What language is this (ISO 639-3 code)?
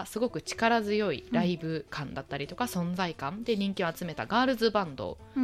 jpn